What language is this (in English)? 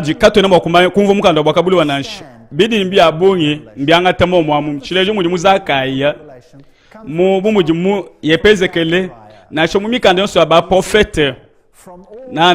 Luba-Lulua